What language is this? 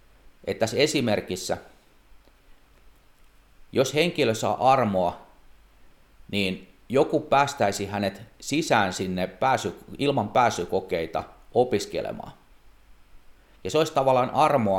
Finnish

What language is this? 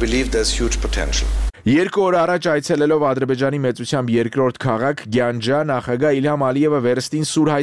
Armenian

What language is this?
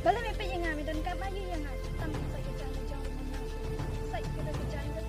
Khasi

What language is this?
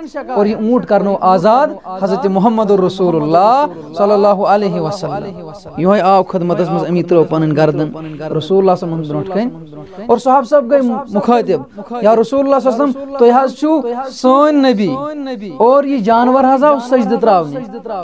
Kashmiri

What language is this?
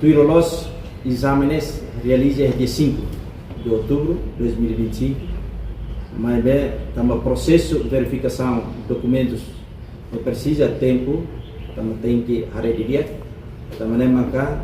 Tetum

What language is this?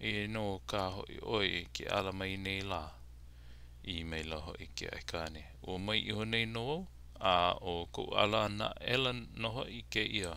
Hawaiian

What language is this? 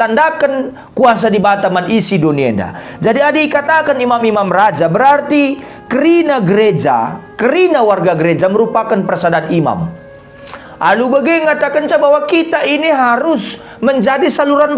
Batak Karo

